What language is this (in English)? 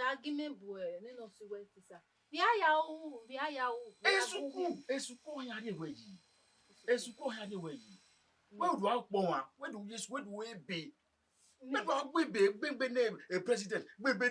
Bini